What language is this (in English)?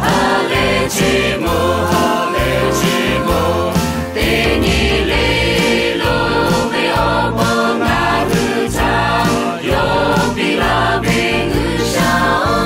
Lahu